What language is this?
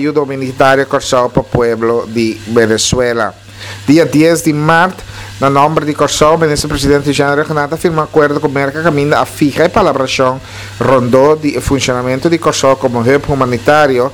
Papiamento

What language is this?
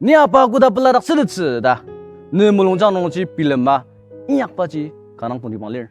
Ao Naga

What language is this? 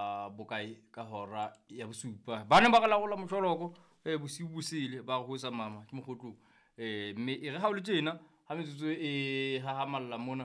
Southern Sotho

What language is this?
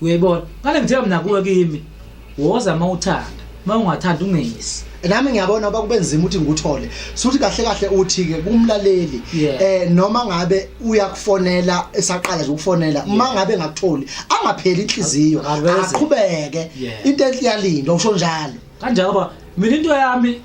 Zulu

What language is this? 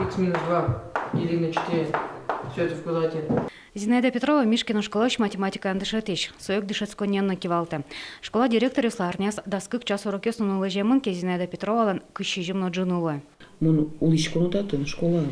Udmurt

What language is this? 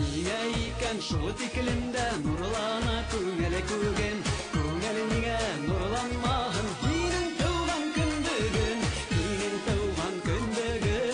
Bashkir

